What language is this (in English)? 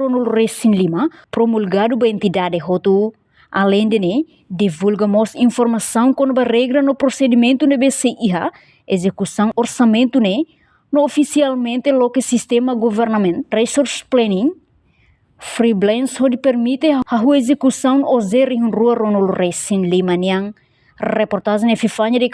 Tetum